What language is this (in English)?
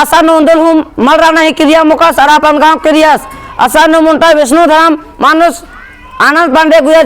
Kurukh